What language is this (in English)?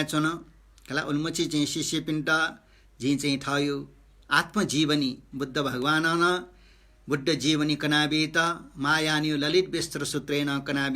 Newari